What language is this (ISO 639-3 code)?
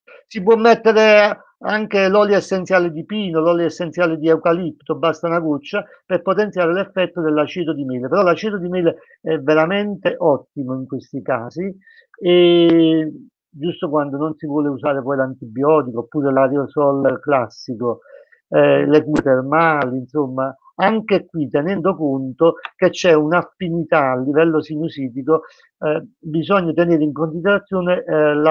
ita